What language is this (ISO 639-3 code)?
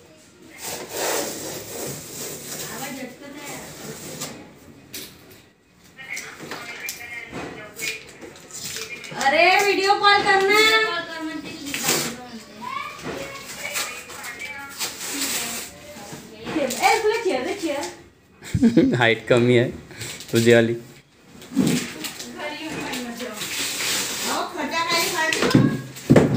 mar